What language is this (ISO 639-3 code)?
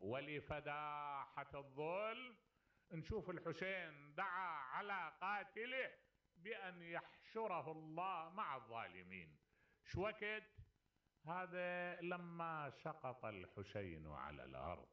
acm